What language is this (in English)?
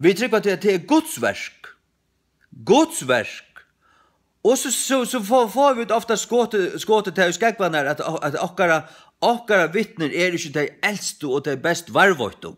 Faroese